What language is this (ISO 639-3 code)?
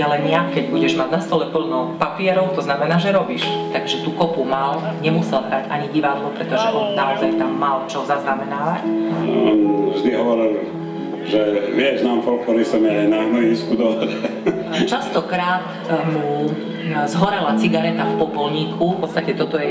slk